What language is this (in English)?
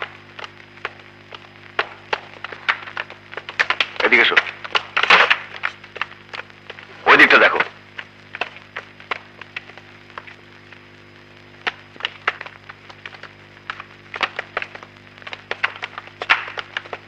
Bangla